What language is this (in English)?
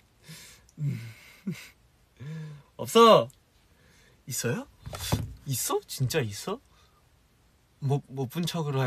Korean